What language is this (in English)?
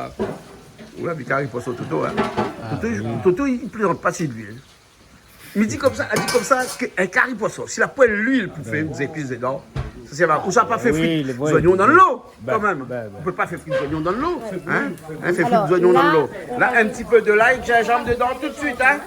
Réunion Creole French